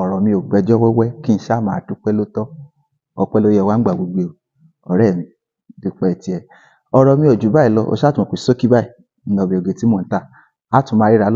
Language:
Yoruba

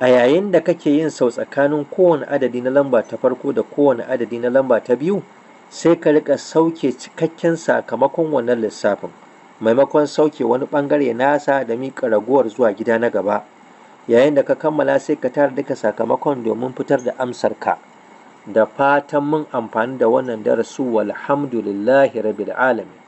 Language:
Hausa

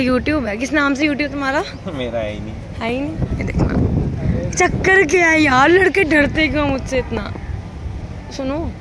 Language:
Hindi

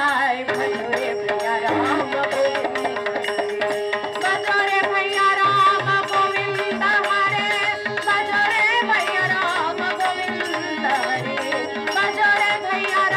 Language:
Marathi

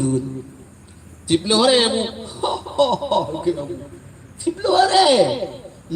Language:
Achinese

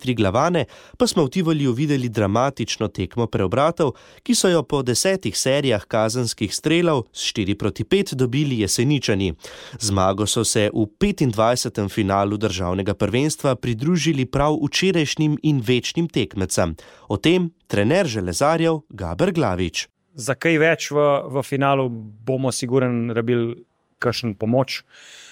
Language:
Slovenian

